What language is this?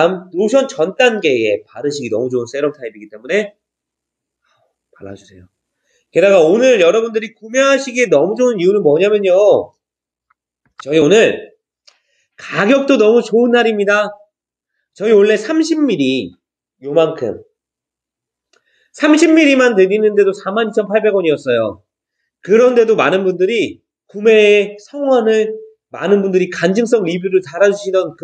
Korean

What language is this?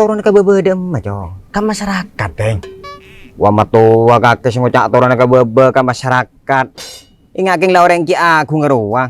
Madurese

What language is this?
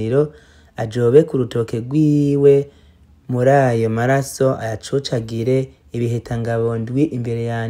Rundi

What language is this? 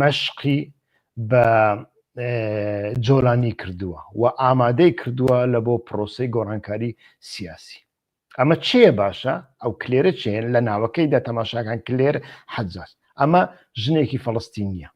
Central Kurdish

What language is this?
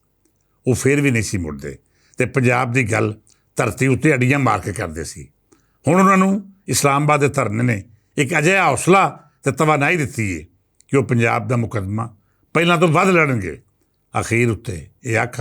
Western Panjabi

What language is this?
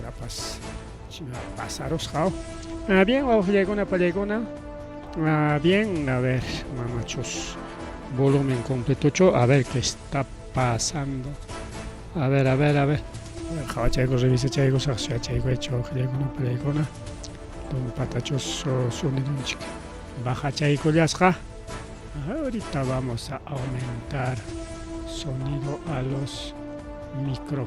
Ayacucho Quechua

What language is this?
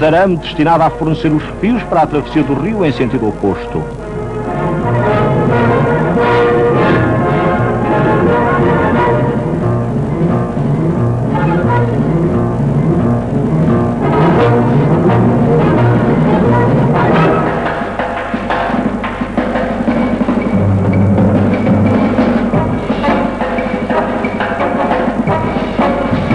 Portuguese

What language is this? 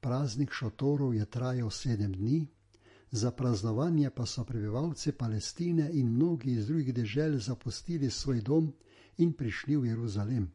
Slovenian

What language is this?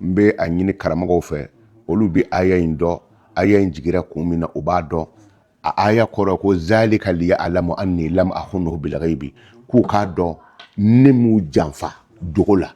Bambara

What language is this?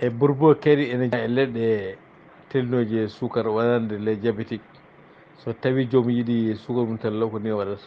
Fula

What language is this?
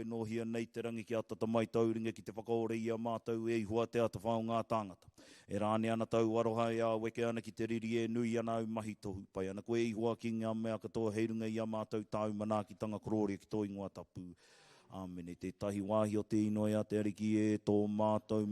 Māori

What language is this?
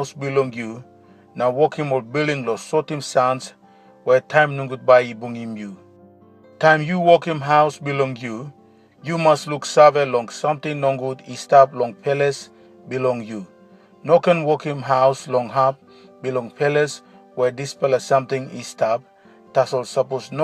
Tok Pisin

